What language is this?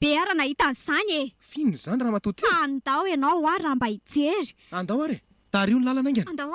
Malagasy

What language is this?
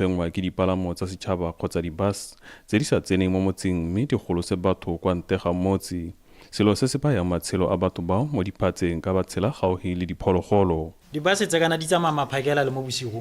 Tswana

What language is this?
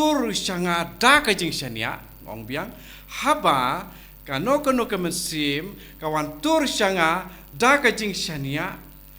Khasi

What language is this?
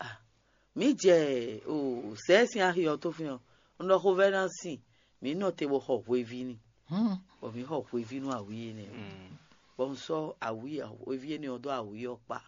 Fon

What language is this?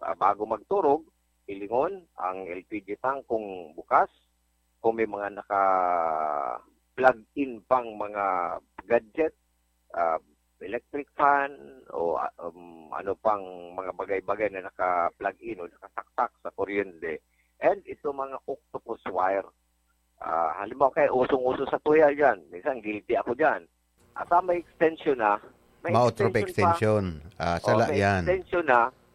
Bikol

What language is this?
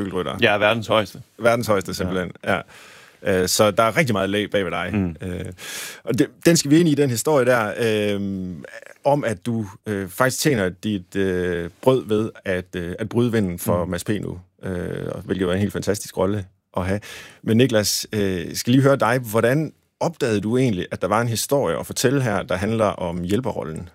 Danish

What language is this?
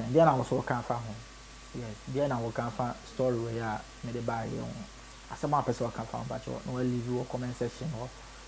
Akan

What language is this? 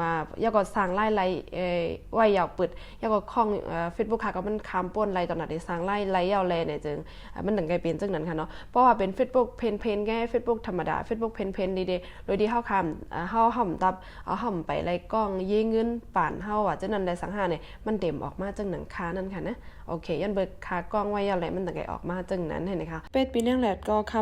Shan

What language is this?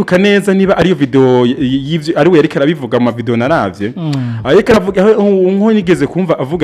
Rundi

